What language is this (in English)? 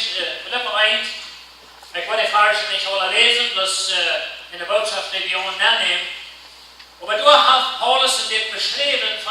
Plautdietsch